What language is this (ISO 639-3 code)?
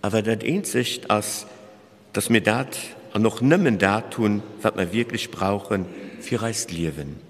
ltz